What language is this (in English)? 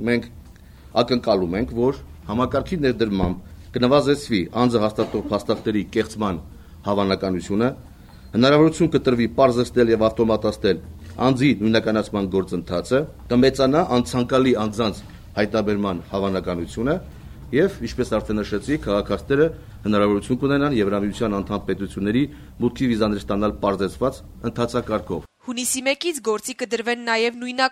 Armenian